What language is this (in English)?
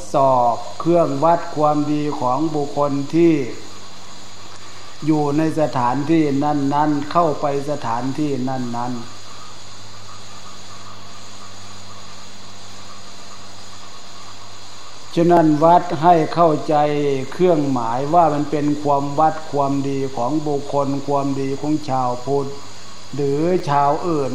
Thai